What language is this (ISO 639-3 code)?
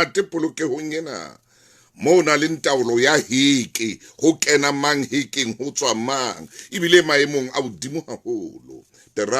sot